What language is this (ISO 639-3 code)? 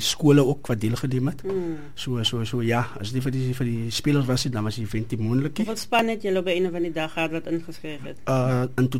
afr